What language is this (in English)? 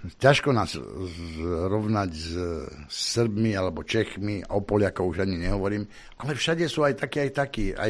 Slovak